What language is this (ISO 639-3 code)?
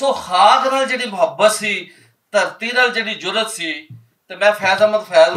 lah